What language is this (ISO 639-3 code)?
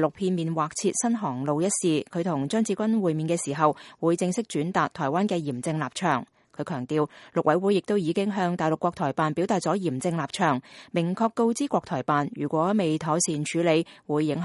yue